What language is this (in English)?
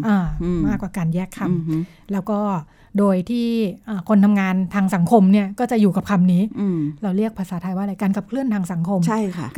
Thai